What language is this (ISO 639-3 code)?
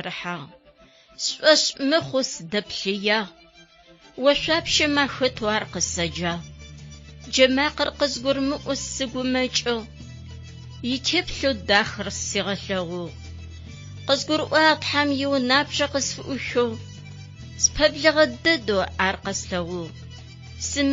ady